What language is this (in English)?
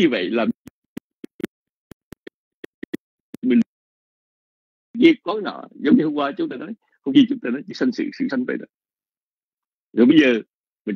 Vietnamese